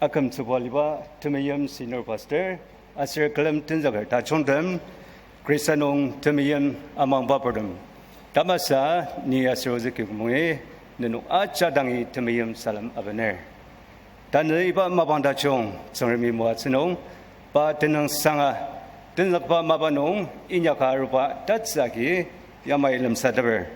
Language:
Ao Naga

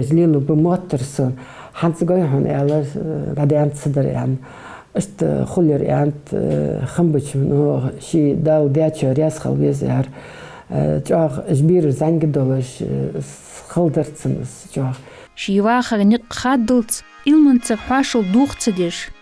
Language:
Ingush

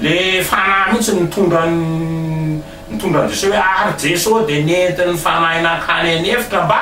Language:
Malagasy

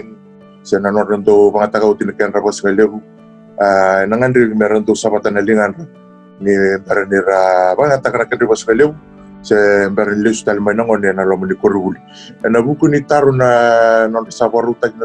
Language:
Fijian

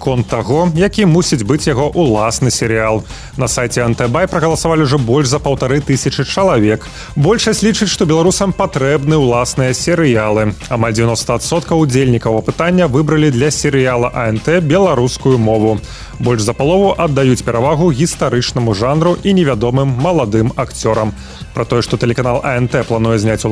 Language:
Belarusian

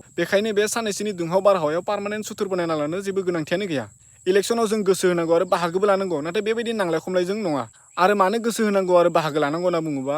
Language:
Bodo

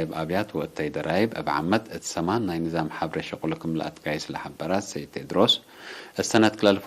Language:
Tigre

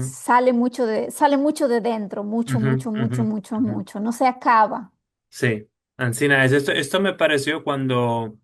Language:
Ladino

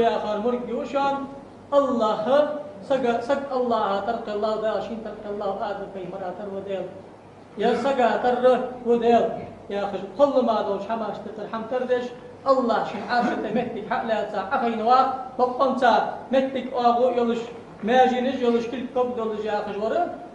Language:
Ingush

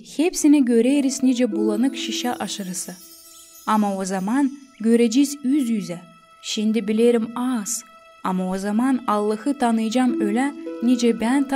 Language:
Gagauz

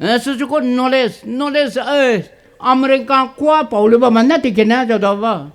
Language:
Poumei Naga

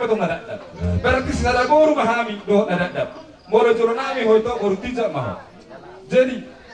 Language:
Batak Toba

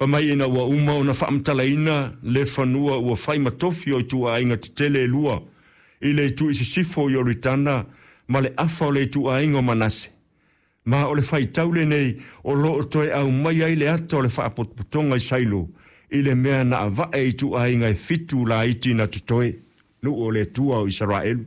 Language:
Samoan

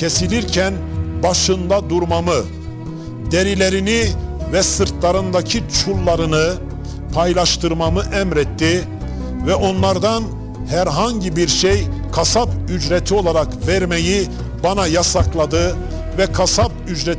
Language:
Turkish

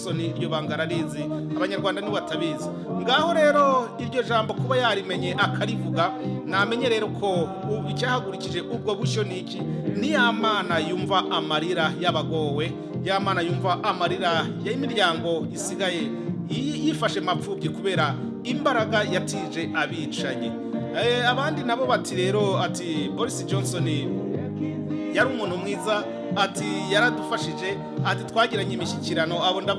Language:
Kinyarwanda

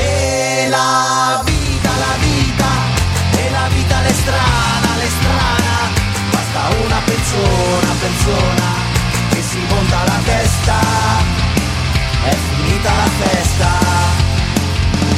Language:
Italian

